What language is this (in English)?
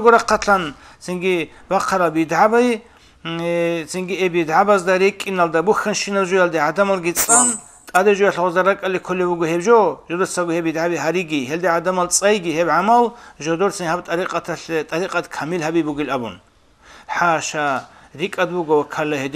Avaric